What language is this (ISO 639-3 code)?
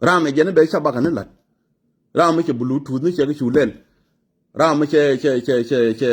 nus